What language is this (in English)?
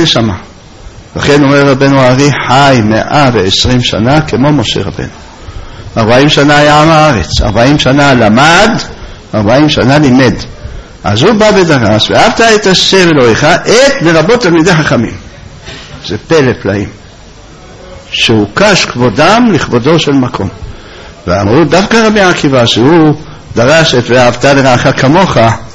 Hebrew